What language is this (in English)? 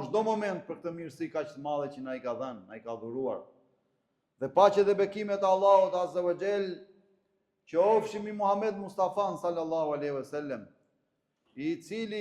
Albanian